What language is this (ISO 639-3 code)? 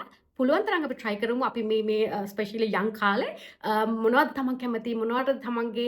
sin